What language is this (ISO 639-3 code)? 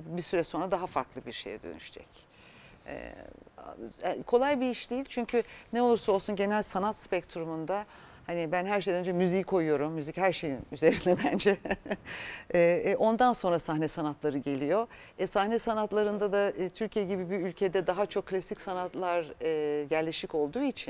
tur